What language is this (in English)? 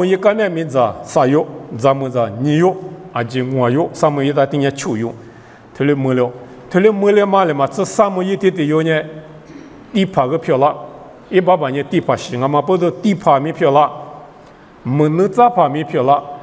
Lisu